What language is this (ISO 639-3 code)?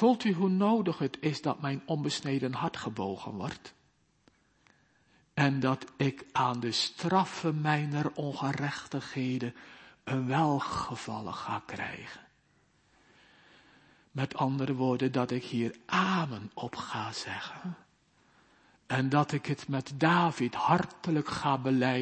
nld